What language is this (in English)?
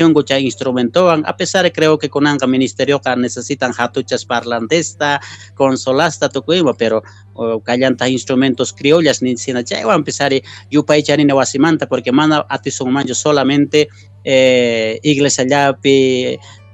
Quechua